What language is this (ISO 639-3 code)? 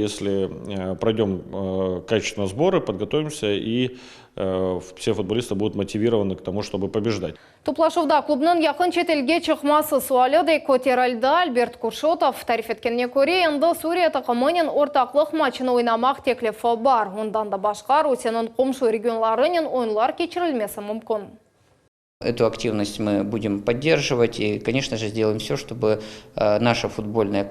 crh